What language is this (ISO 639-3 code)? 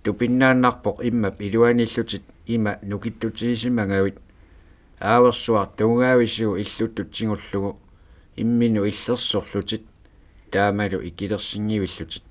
kal